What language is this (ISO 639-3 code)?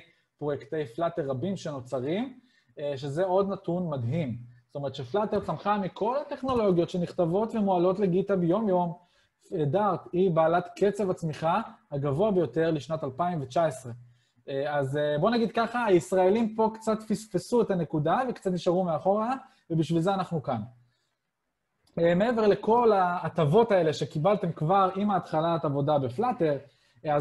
heb